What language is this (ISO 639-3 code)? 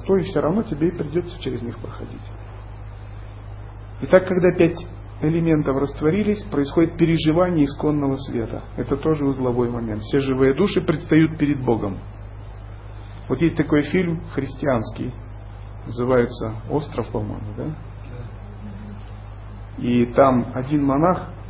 rus